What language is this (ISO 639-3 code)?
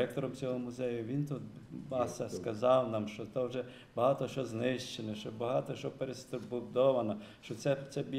ukr